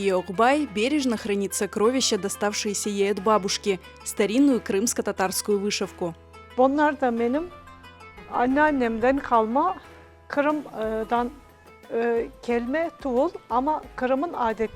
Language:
Crimean Tatar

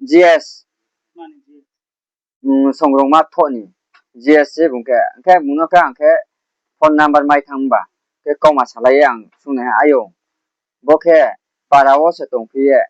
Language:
Riang (India)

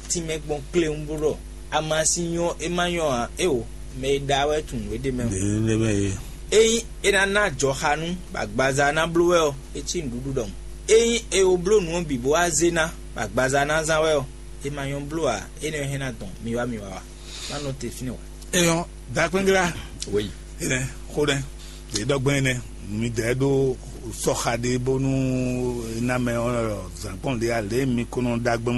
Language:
Fon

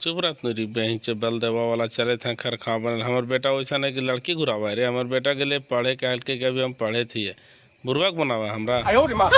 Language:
Magahi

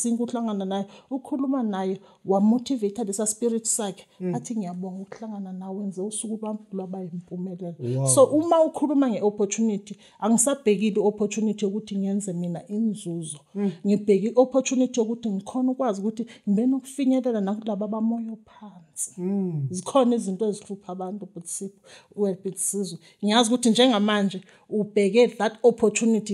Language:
Zulu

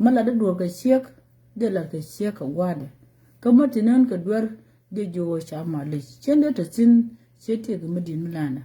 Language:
Nuer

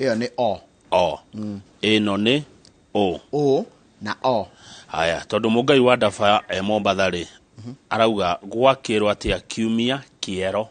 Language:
Kikuyu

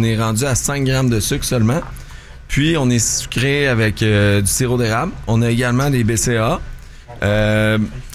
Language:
French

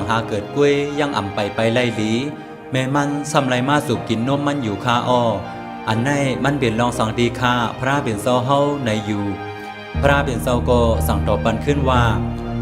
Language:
Shan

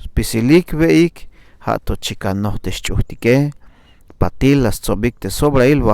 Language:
Tzeltal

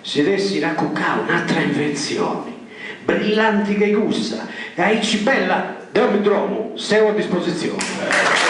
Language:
Sardinian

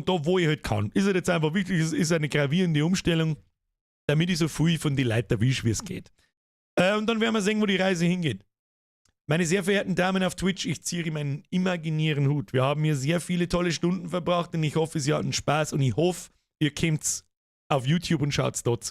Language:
Bavarian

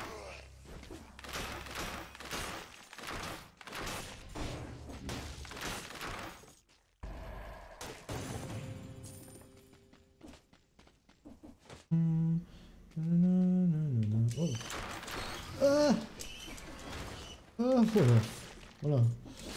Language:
French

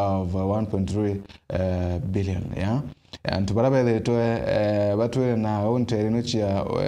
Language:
Meru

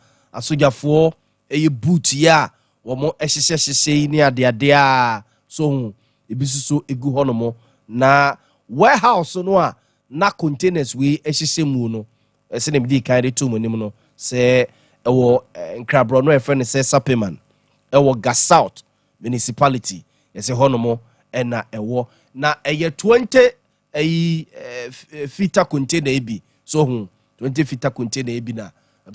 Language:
Akan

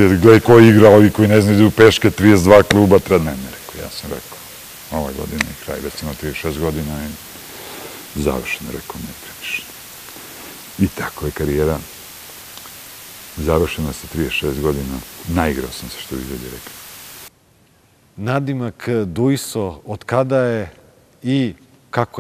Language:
Serbian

